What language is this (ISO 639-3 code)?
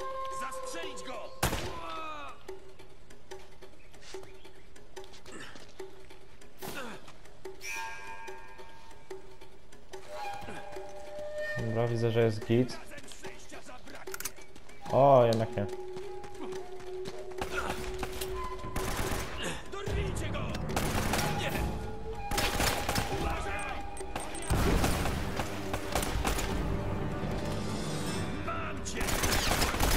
pol